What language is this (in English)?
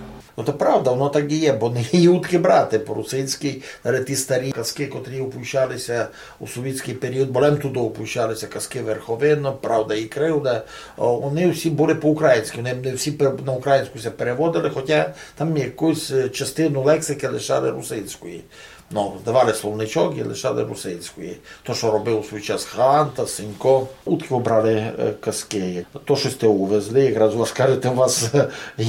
Rusyn